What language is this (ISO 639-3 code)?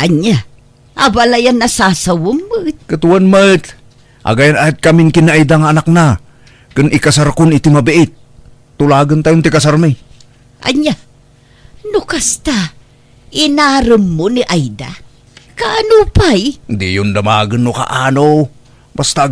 ilo